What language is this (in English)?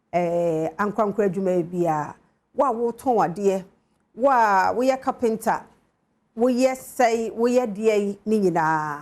Akan